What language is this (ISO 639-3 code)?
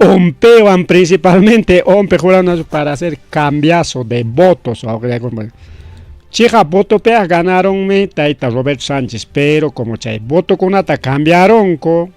quy